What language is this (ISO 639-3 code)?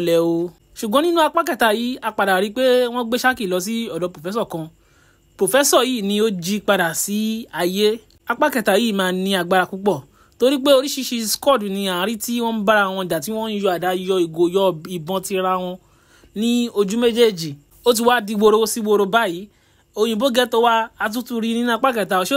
yor